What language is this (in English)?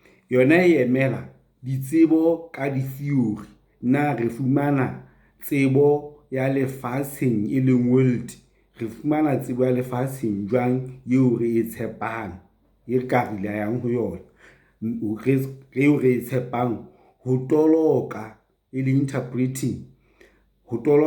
Southern Sotho